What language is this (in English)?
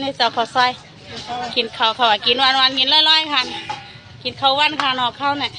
Shan